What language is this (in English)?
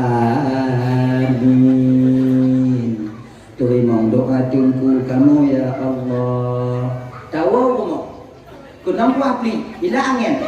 Achinese